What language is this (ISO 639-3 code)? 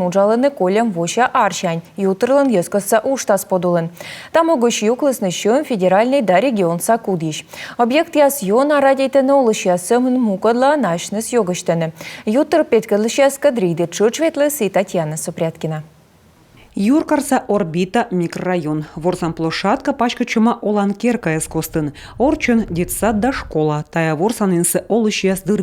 kom